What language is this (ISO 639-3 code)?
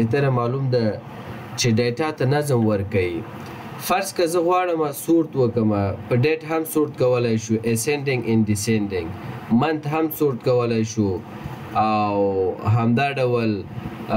pus